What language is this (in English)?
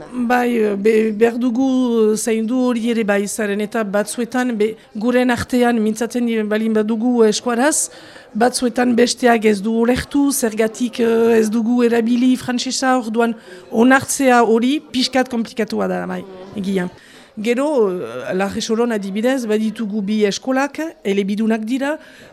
Basque